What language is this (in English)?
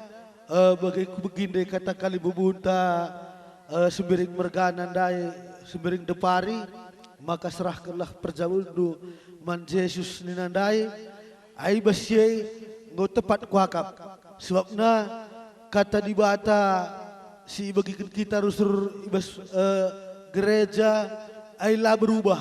Batak Karo